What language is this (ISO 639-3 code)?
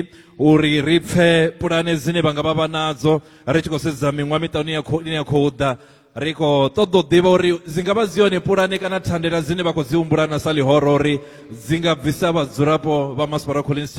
ven